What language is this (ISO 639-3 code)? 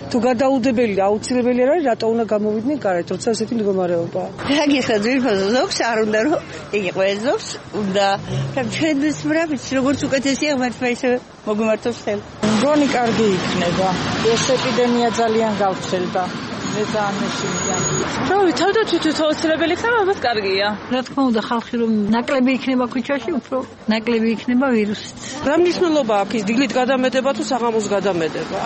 kat